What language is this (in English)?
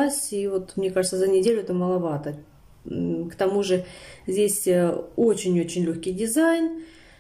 Russian